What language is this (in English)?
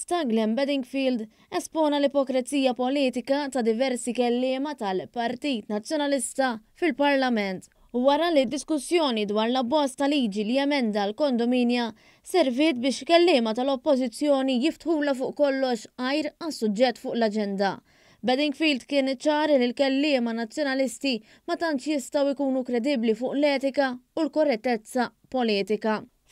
Maltese